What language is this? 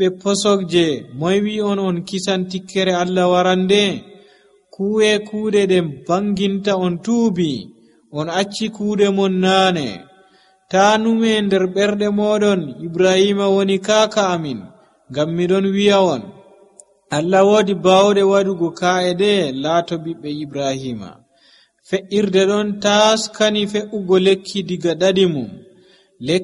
Nigerian Fulfulde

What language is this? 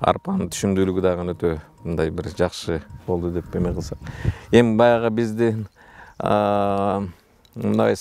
Kyrgyz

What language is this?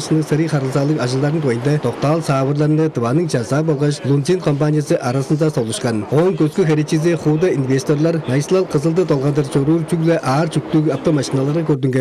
Tuvinian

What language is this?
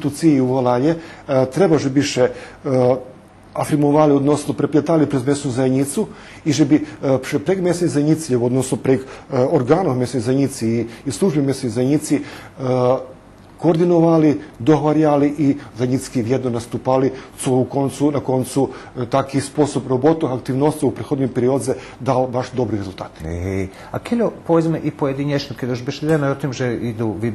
Rusyn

